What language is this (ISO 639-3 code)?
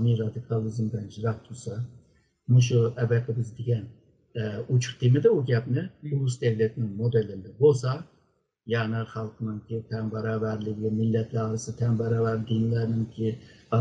uig